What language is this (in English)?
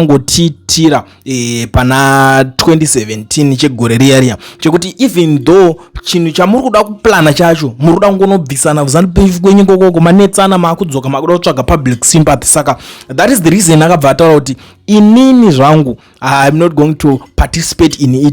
Shona